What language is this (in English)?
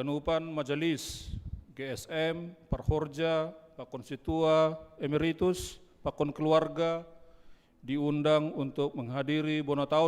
Batak Simalungun